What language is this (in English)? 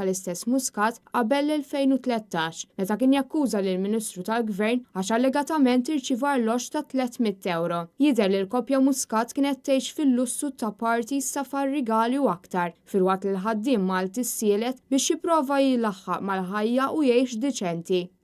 Maltese